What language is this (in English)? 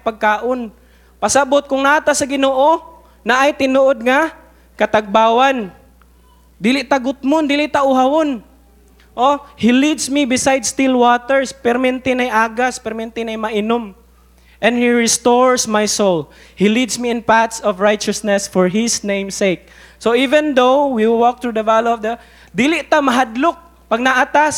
Cebuano